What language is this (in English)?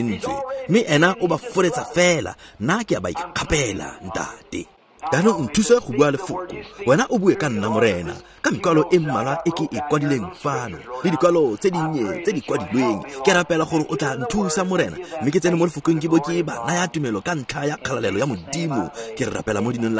Tswana